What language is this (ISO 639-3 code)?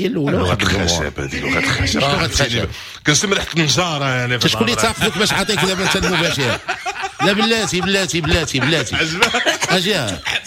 ary